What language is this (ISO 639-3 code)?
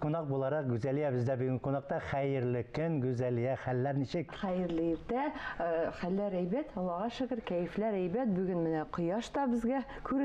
tat